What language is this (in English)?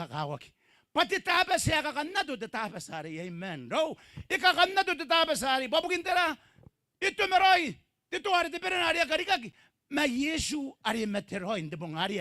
Gilbertese